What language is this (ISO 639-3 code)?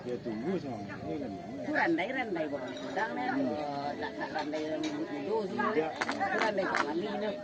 min